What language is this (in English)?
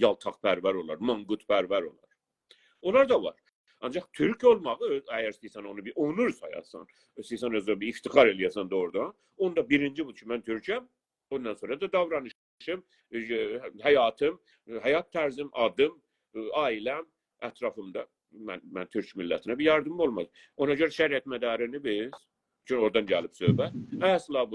South Azerbaijani